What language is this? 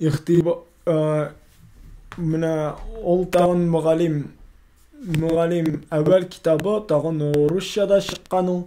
Tatar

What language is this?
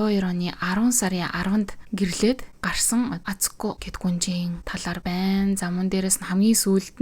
Mongolian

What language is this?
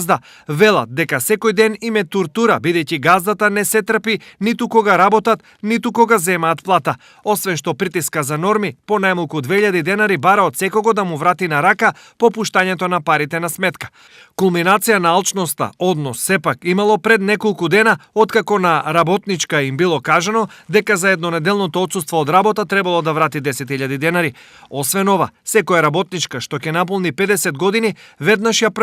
Macedonian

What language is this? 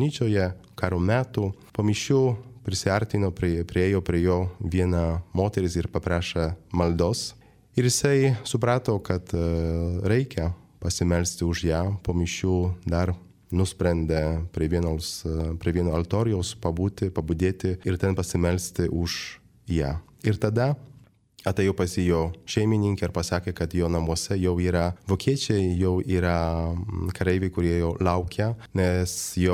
Lithuanian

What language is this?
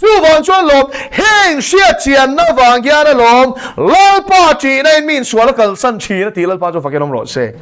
Mizo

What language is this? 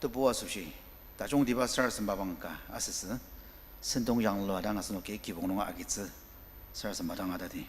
Ao Naga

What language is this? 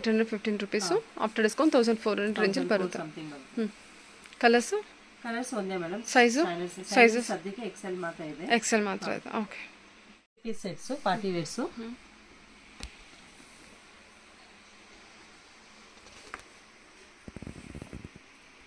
Kannada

